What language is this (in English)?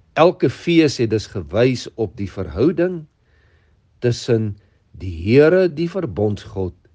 Afrikaans